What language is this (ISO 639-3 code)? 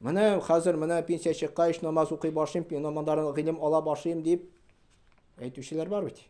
tat